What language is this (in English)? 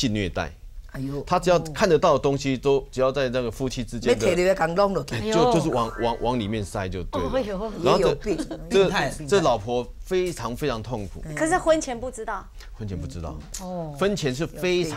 Chinese